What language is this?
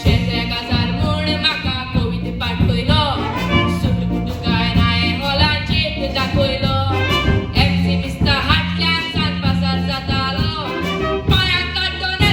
Konkani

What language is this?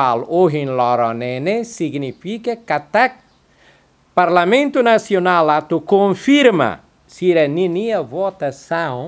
Tetum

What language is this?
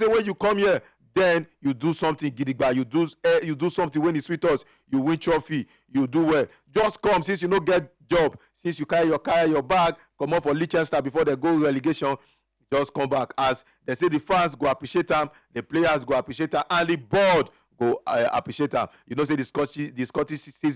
Nigerian Pidgin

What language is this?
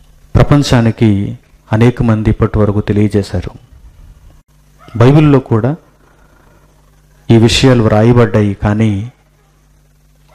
Telugu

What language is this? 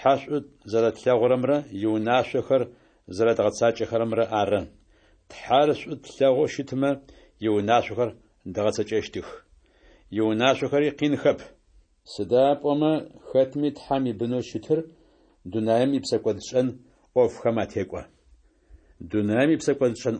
Kabardian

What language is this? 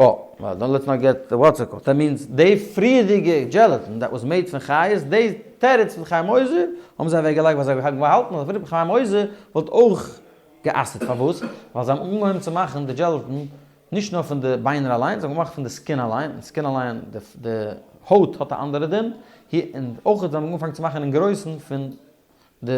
Yiddish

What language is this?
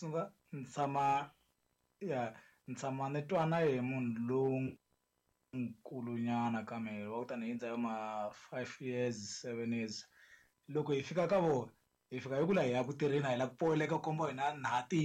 Tsonga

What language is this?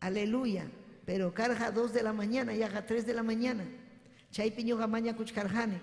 Ayacucho Quechua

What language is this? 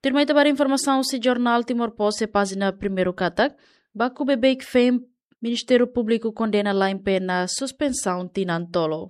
Tetum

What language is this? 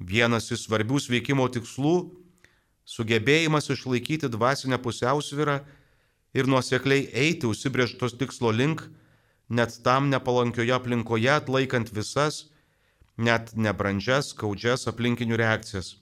Lithuanian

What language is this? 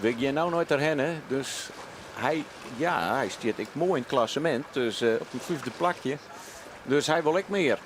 Western Frisian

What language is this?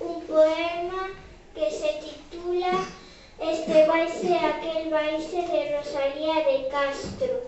Galician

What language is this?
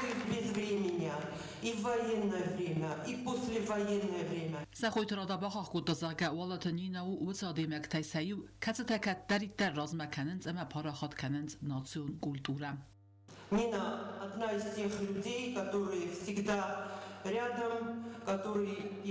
Ossetic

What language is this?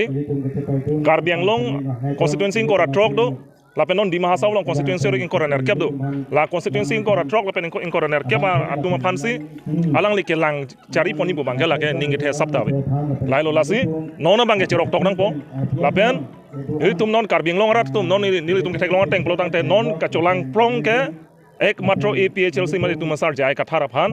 Karbi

